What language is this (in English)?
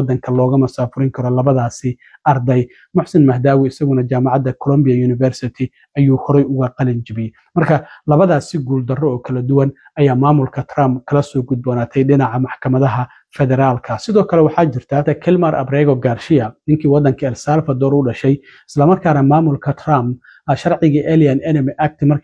Somali